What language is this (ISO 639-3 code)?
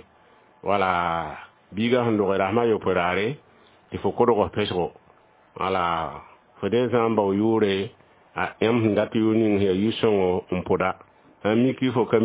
mos